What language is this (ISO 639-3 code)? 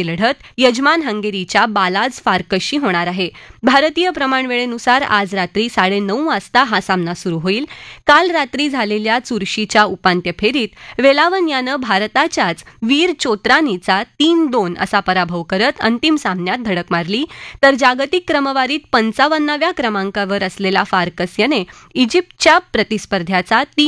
mar